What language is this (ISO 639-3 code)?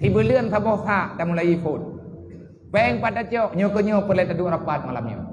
ace